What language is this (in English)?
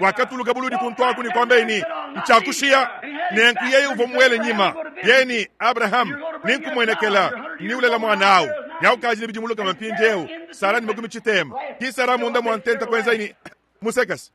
Luba-Lulua